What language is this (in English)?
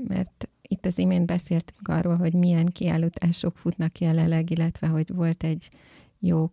Hungarian